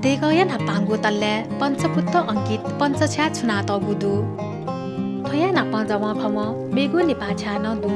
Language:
Newari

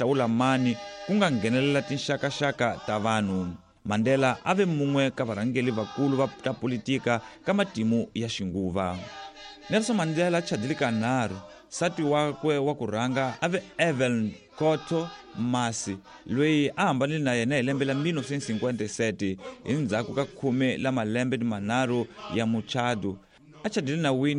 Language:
Tsonga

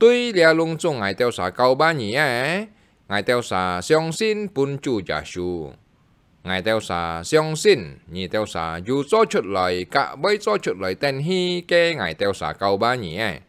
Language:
Hakka Chinese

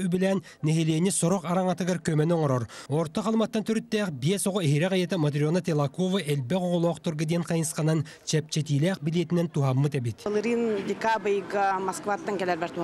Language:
Yakut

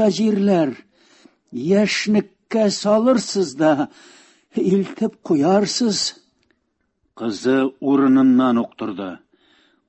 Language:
Tatar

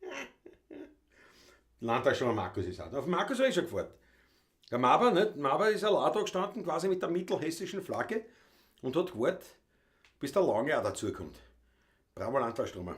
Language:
Bavarian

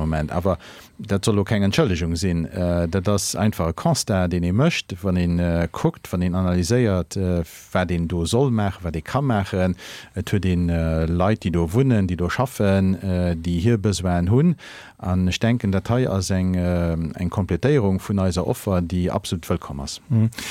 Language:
Luxembourgish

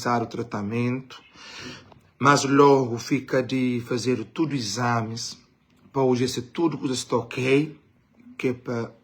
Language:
Kabuverdianu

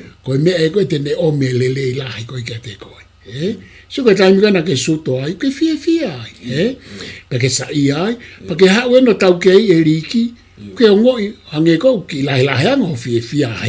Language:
Tongan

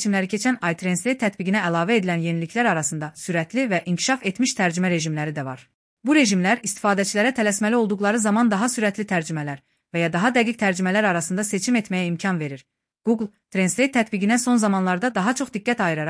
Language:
Azerbaijani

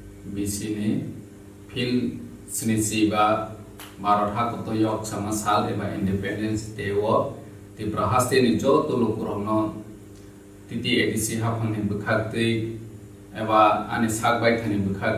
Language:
Kok Borok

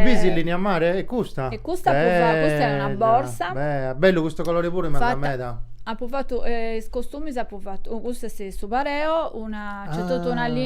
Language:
Sardinian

